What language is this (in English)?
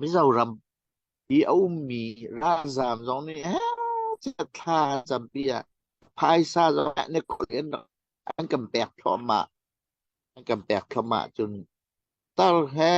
Hakha Chin